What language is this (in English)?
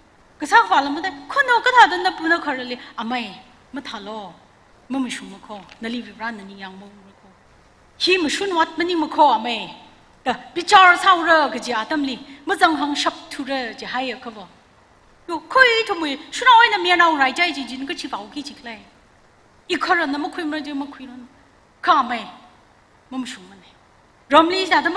Tangkhul Naga (India)